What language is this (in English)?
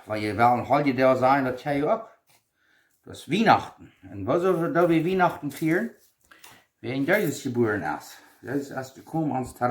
Plautdietsch